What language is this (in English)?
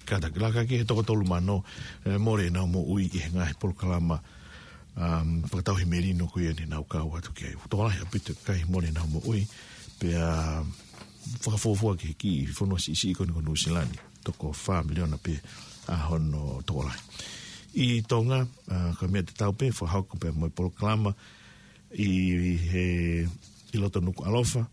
Tongan